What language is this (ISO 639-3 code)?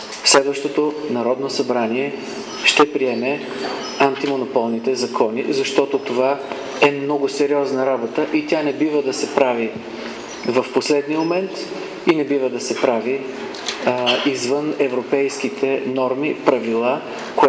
bul